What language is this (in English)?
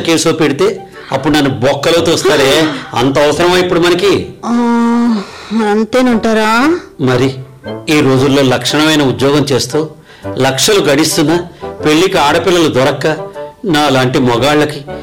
Telugu